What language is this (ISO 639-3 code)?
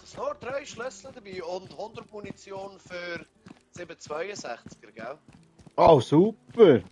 gsw